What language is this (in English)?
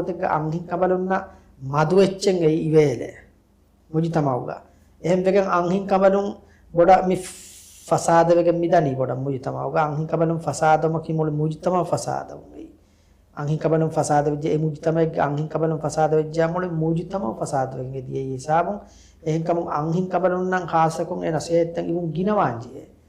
Divehi